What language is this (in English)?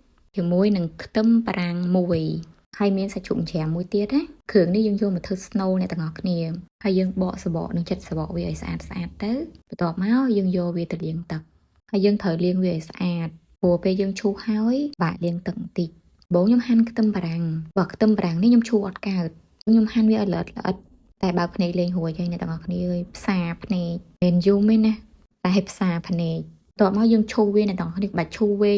Khmer